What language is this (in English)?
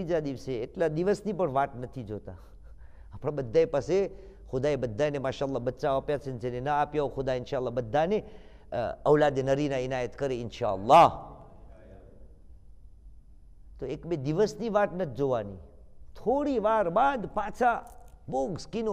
Gujarati